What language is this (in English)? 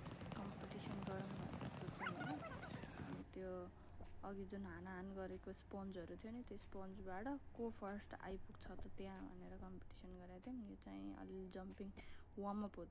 Nepali